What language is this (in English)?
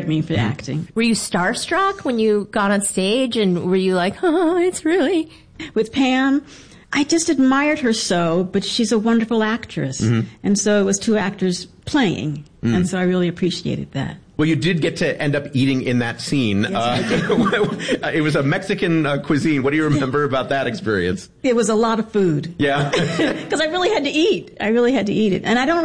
English